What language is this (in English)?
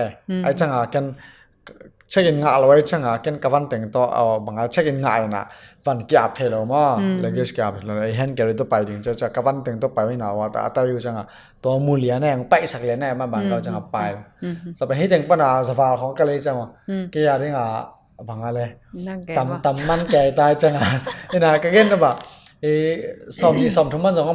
Tedim Chin